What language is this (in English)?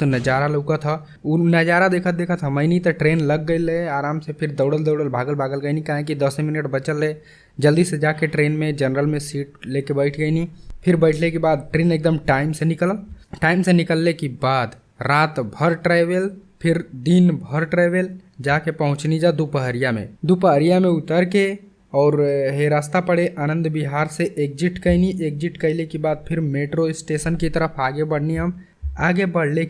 Bhojpuri